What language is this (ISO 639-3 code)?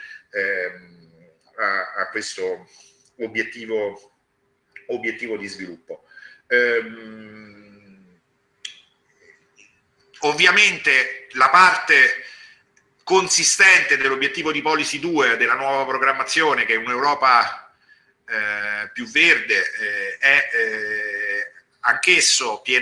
ita